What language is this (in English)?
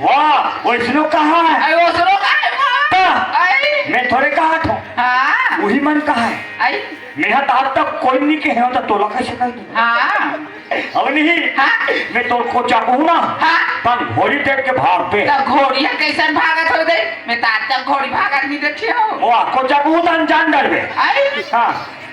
Chhattisgarhi